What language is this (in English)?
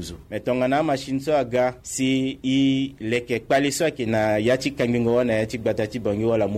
Sango